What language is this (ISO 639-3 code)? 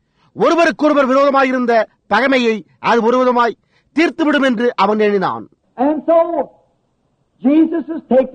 tam